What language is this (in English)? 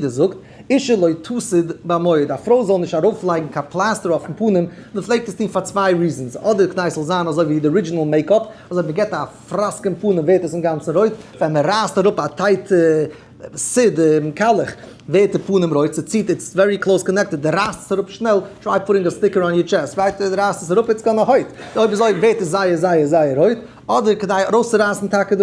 Yiddish